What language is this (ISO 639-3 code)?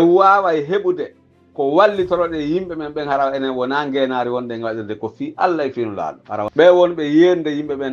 fuf